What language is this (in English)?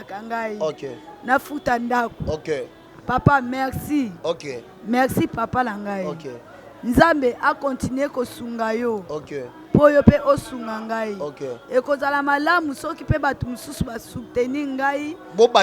Lingala